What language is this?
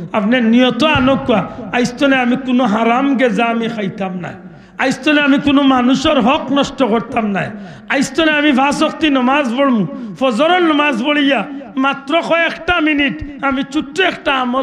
Sylheti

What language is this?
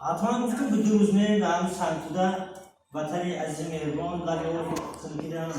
Tajik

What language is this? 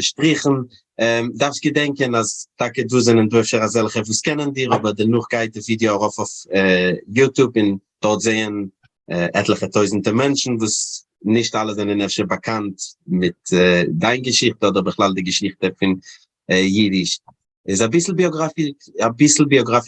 Yiddish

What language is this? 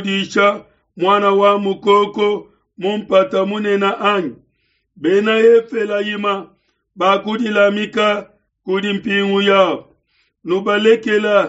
Luba-Lulua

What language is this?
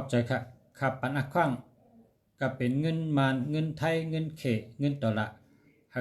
Shan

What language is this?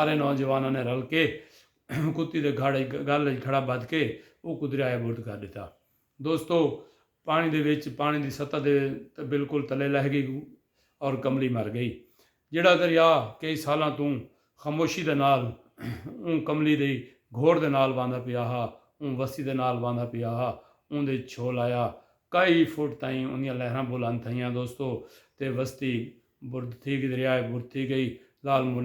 Saraiki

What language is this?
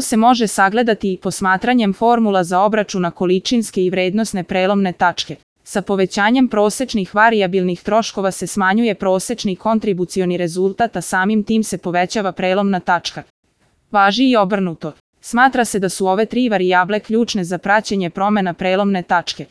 Serbian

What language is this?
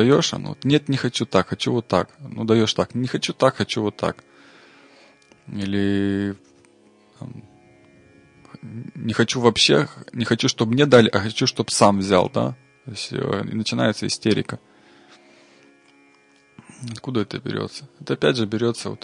Russian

